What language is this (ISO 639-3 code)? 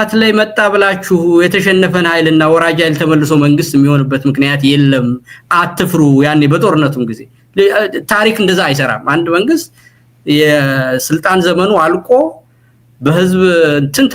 amh